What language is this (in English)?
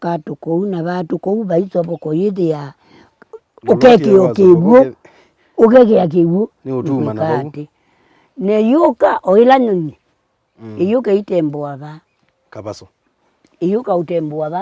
Kamba